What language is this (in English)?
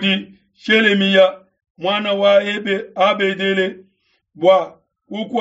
Luba-Lulua